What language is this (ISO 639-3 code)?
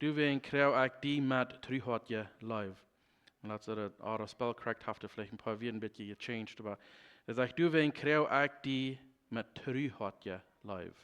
pdt